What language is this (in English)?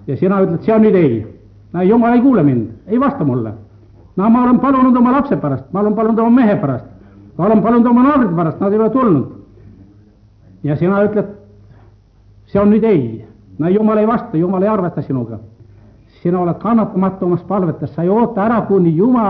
Estonian